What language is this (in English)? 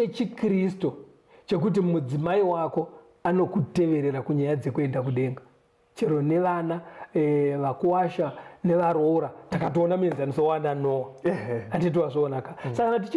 Shona